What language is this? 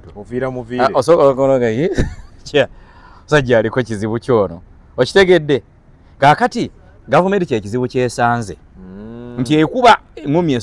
Ganda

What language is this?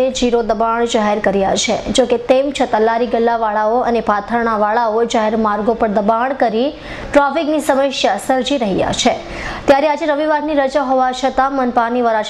Gujarati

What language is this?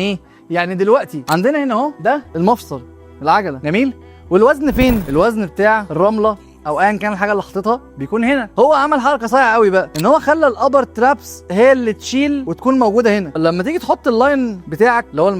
Egyptian Arabic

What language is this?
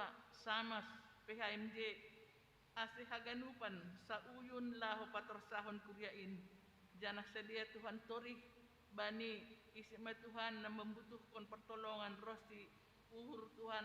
Batak Simalungun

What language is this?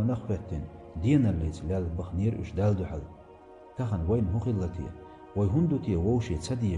Chechen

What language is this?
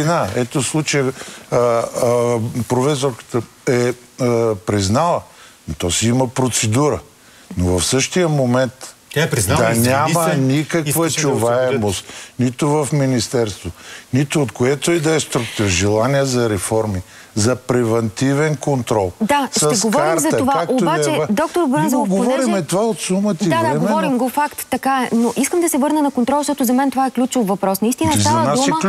Bulgarian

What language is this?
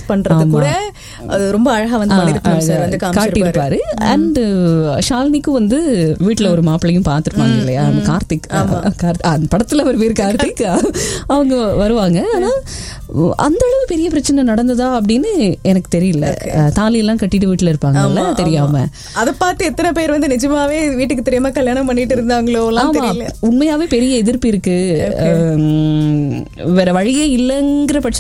Tamil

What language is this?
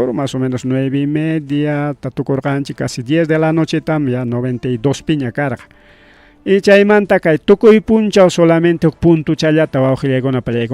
Ayacucho Quechua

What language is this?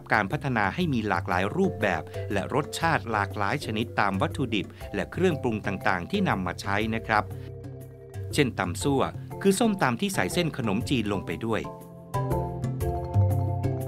Thai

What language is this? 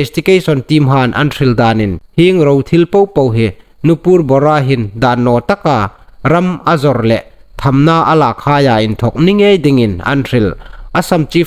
Hmar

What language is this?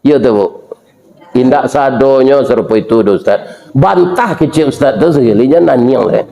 Minangkabau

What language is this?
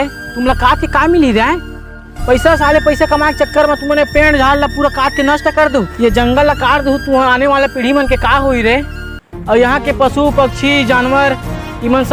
Chhattisgarhi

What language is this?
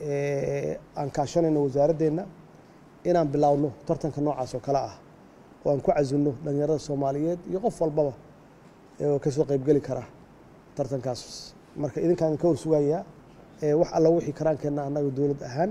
Somali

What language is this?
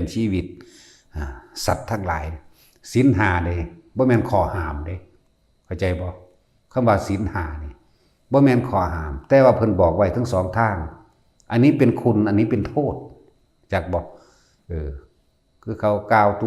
Northeastern Thai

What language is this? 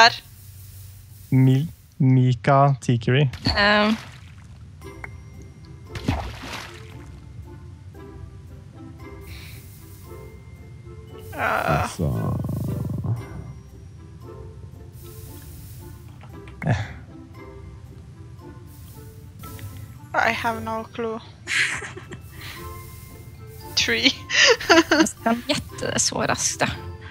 Norwegian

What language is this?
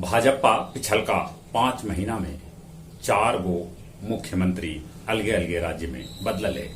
Magahi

